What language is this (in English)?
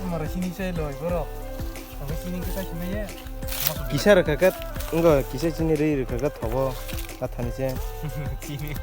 Kok Borok